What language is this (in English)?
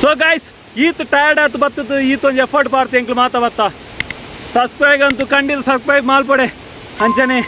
Tulu